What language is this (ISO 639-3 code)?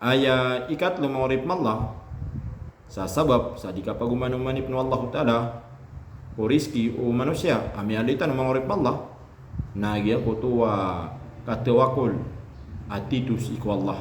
mrw